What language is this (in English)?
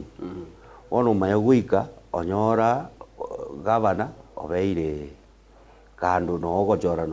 Gusii